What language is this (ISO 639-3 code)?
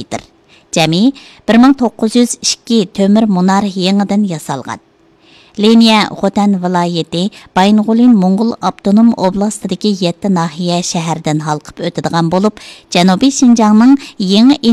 uig